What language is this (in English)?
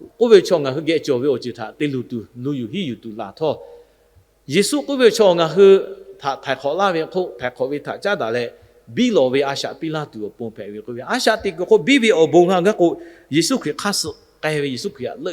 Lahu